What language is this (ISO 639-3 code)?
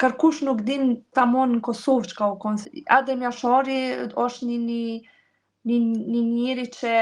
sqi